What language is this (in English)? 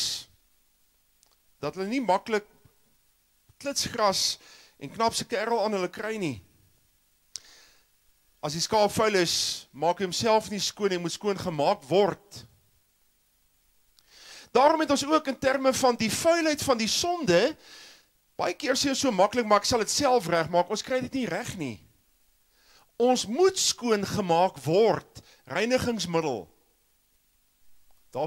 Afrikaans